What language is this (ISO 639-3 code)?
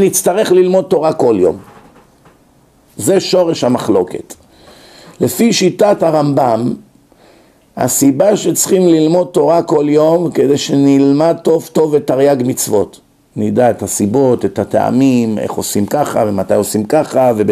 heb